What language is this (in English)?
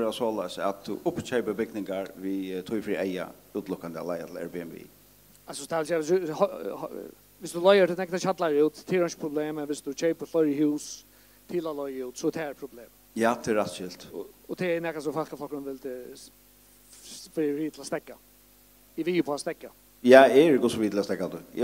Faroese